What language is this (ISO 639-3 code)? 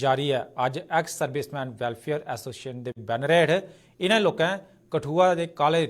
doi